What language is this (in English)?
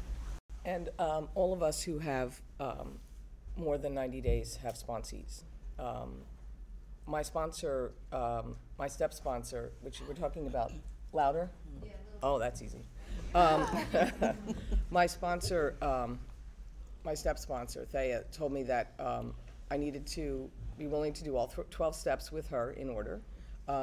English